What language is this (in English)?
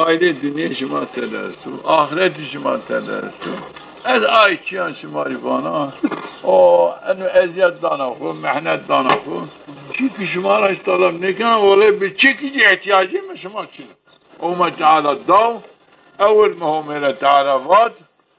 Zaza